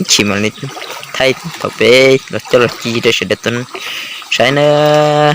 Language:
Hmong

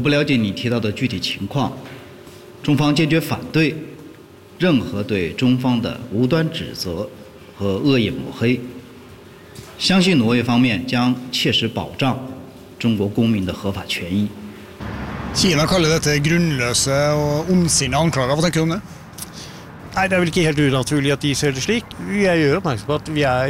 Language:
Norwegian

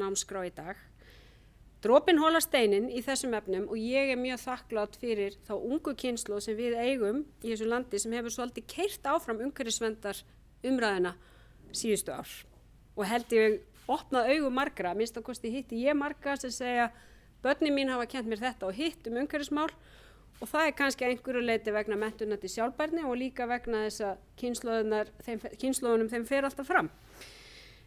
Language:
Icelandic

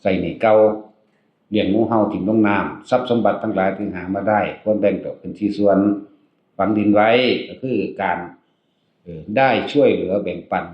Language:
Northeastern Thai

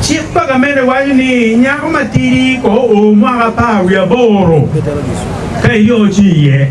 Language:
Acoli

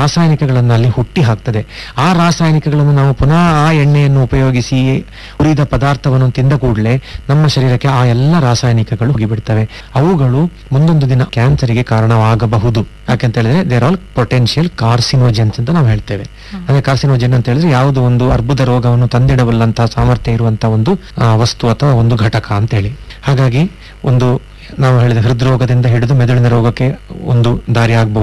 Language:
Kannada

